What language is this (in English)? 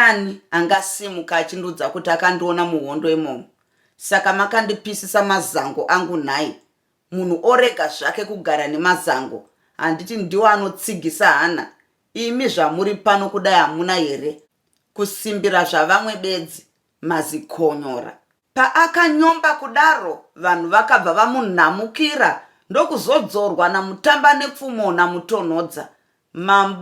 Shona